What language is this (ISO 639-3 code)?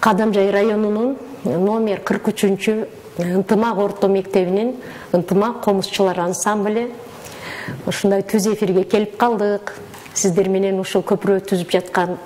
kir